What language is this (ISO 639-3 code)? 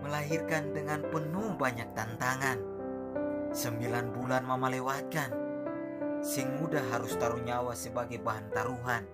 abs